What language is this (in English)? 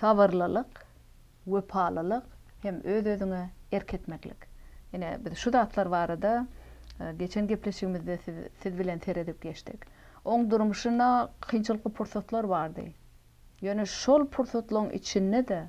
Turkmen